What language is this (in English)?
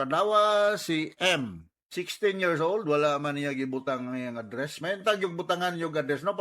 Cebuano